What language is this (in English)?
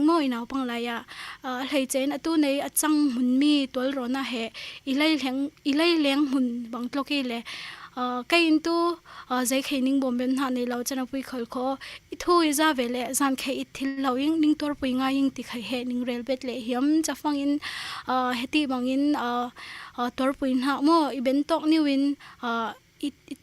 Falam Chin